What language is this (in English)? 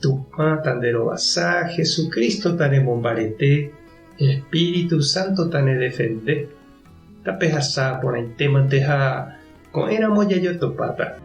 Guarani